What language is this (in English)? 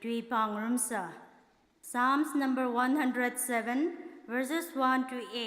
Tangkhul Naga (India)